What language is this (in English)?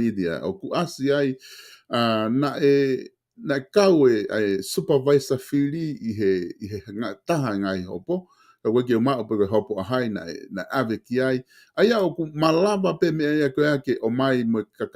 Tongan